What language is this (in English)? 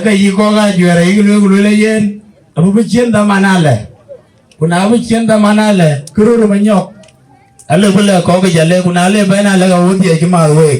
Dinka